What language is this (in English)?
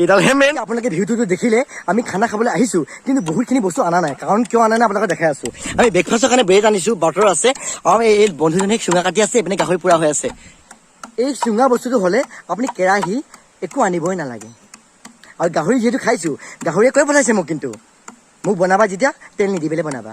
Assamese